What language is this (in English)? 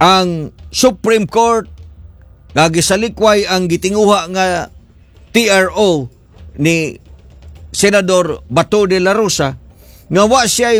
Cebuano